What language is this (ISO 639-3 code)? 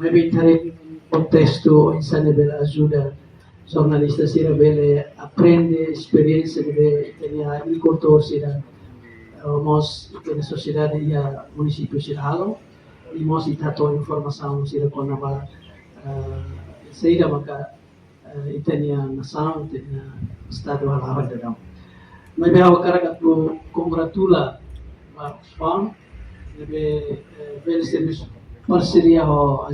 tet